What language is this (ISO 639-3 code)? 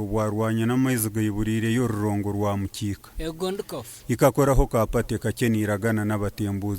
nyn